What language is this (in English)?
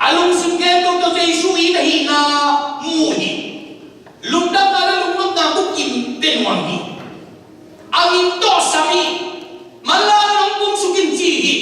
Tedim Chin